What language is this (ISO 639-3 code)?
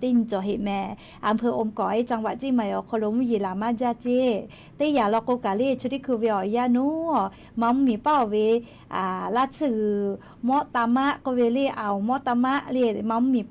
lhu